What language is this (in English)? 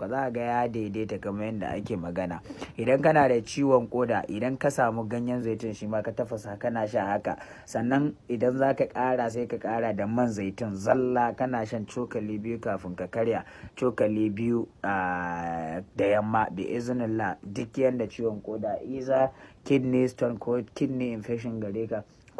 Hausa